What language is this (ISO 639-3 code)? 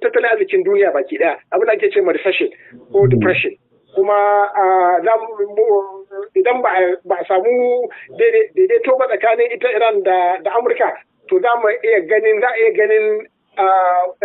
hau